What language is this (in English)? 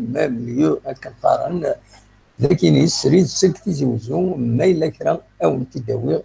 Kabyle